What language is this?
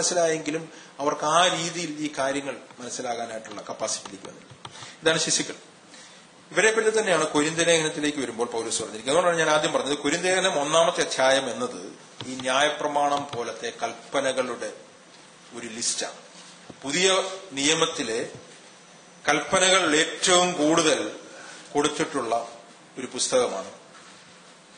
Malayalam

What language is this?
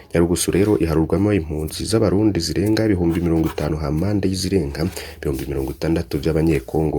Rundi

